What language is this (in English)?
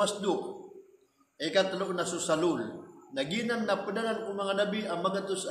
Maranao